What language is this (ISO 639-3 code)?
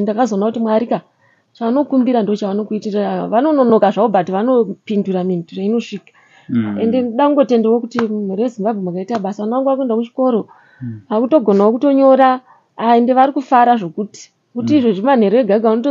sna